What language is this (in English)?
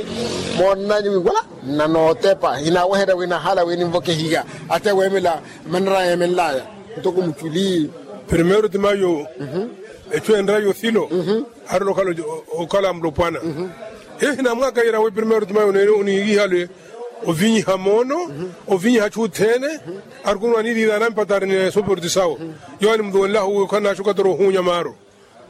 Makhuwa